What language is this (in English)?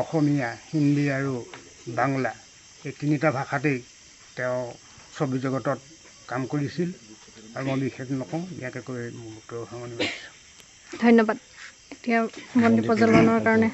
Assamese